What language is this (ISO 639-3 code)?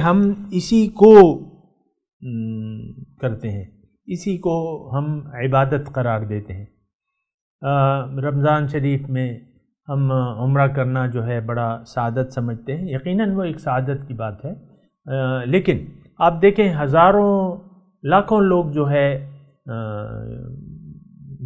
urd